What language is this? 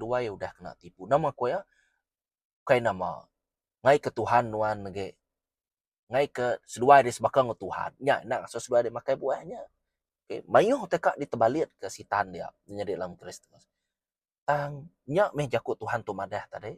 Iban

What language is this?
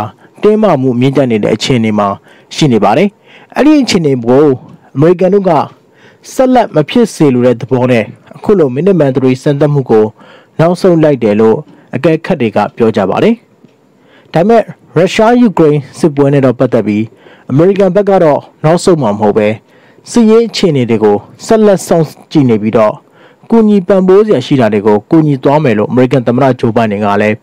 Burmese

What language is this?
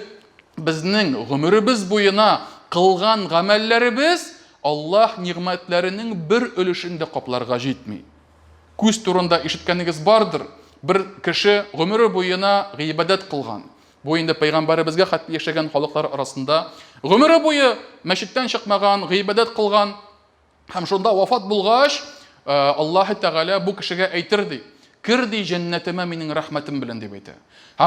Tatar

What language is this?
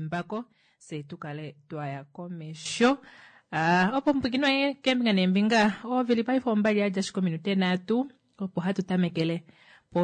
Kuanyama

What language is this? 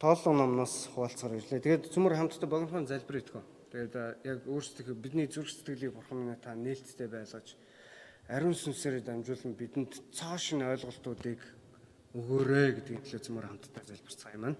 Mongolian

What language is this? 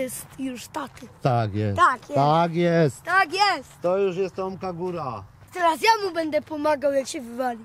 Polish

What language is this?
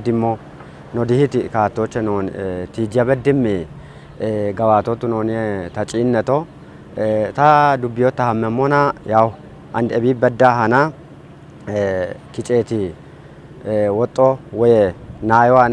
Kafa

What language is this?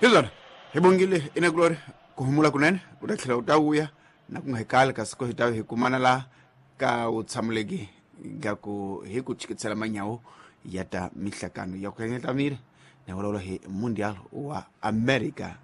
Tsonga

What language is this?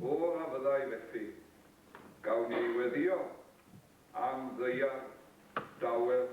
Welsh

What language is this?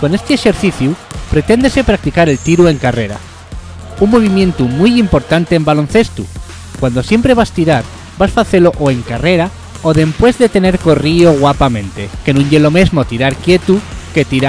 Asturian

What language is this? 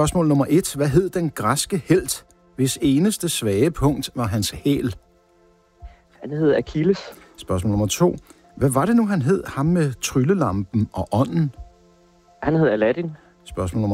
Danish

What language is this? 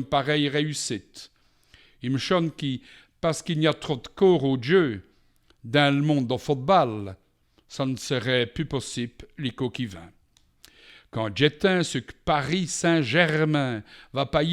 Walloon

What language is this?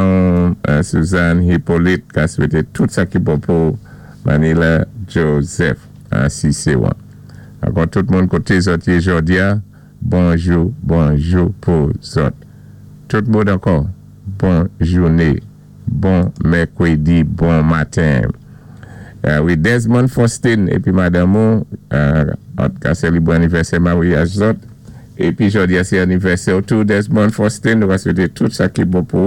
Saint Lucian Creole French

